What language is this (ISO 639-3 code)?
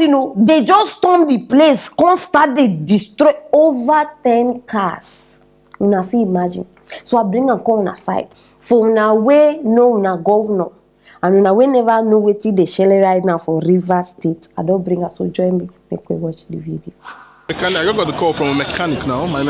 pcm